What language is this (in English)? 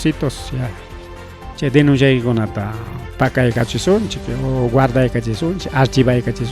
Ayacucho Quechua